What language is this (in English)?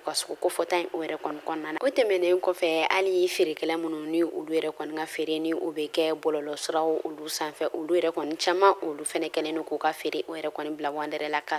Bambara